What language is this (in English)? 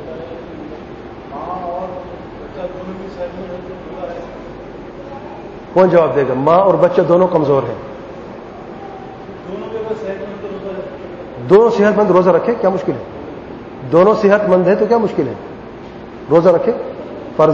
Urdu